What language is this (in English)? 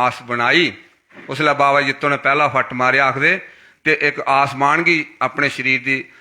Dogri